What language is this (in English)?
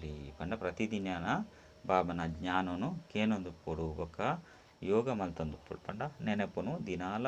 Tulu